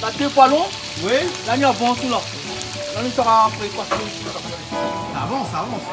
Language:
Réunion Creole French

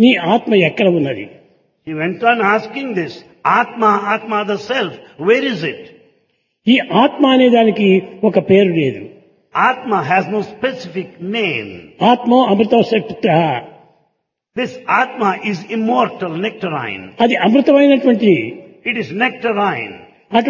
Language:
Telugu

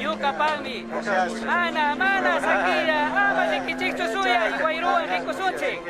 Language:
Chimborazo Highland Quichua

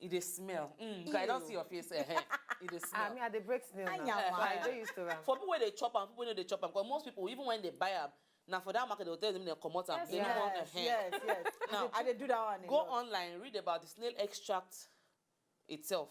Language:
Nigerian Pidgin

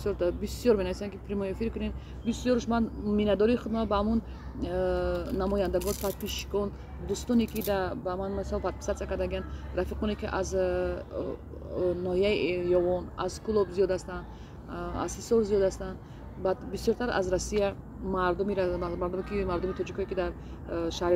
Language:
Tajik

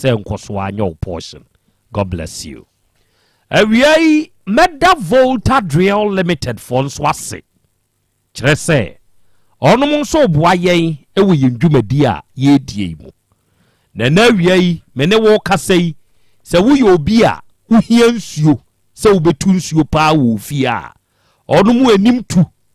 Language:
Akan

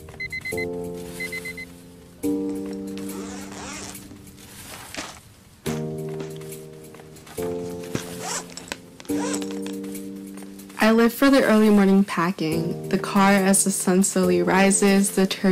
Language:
English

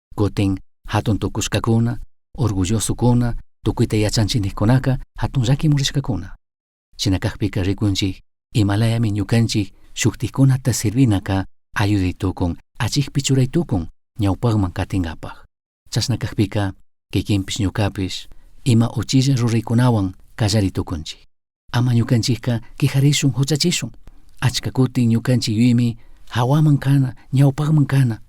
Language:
Chimborazo Highland Quichua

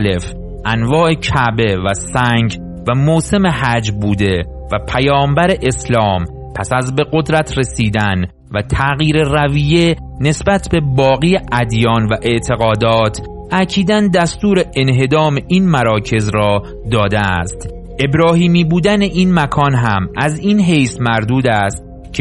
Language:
Persian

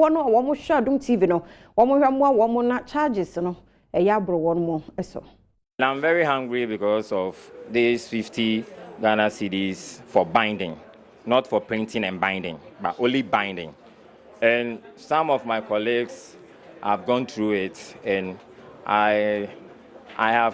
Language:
Akan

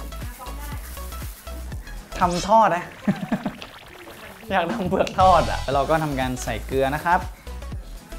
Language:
Thai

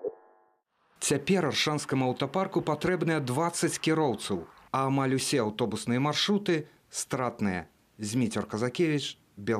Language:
Belarusian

